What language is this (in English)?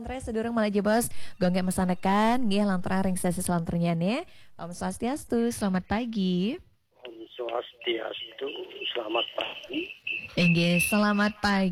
Balinese